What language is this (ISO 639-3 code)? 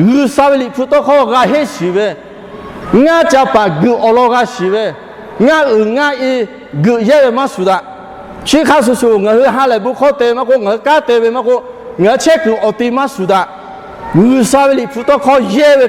lhu